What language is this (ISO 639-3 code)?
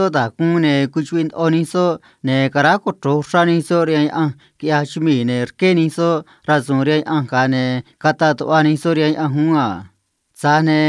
trc